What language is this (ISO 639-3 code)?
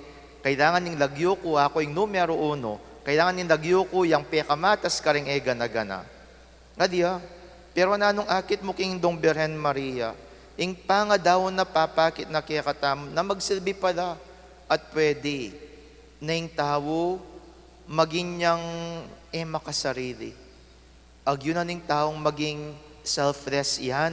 pam